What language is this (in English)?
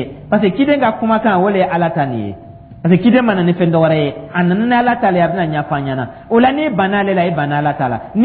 Dyula